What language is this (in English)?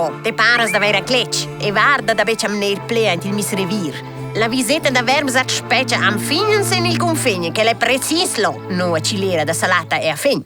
Romansh